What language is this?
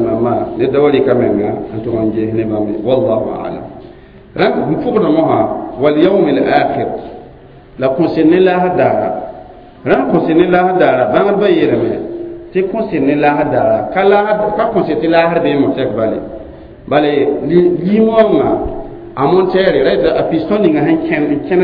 Mossi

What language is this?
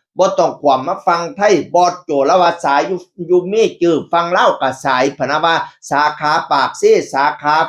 Northeastern Thai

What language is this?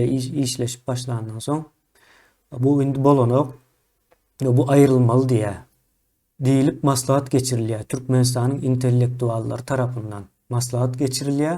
Turkmen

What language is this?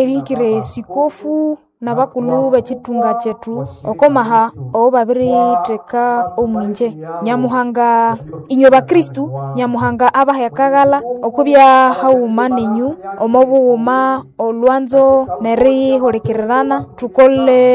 Nande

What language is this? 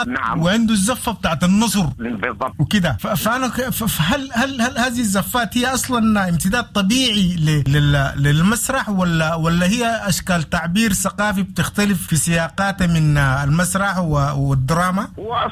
Sudanese Arabic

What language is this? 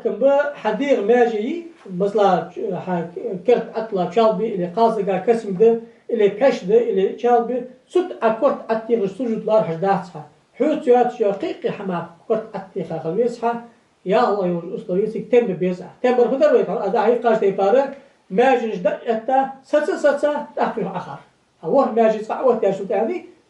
Ingush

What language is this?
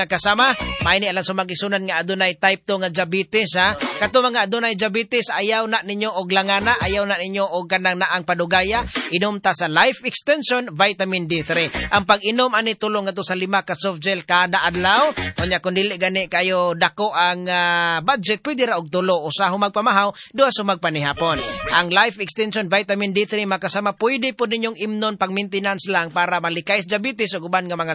Cebuano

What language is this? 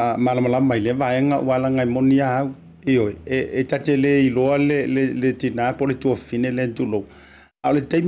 Samoan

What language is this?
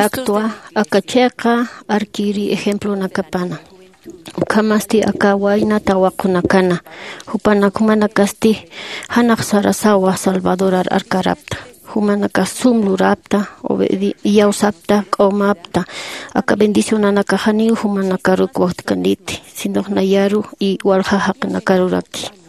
Aymara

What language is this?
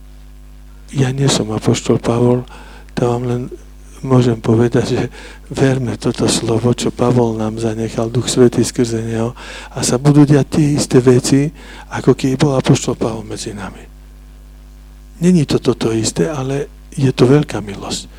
Slovak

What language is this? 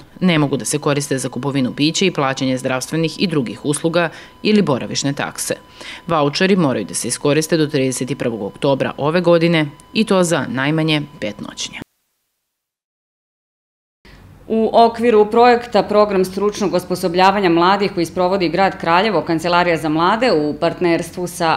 Serbian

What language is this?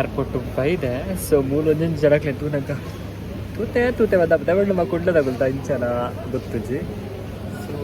Tulu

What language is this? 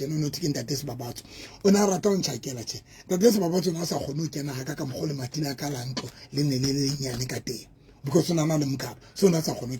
Southern Sotho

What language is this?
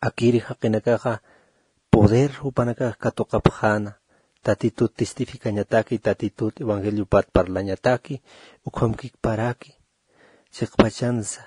Aymara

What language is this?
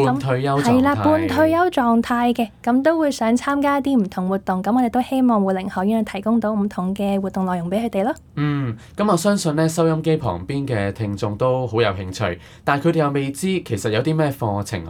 Cantonese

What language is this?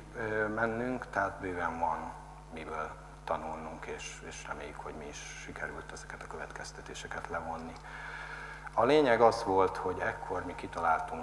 Hungarian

